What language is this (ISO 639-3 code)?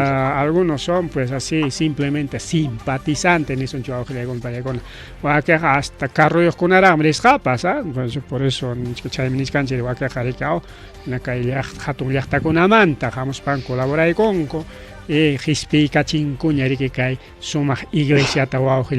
quy